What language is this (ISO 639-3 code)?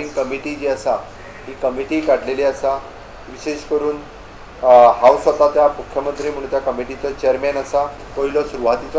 kok